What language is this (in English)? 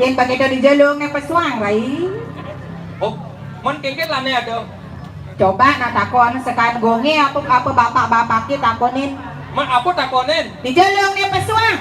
Balinese